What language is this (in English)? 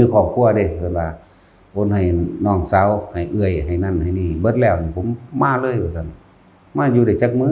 Northeastern Thai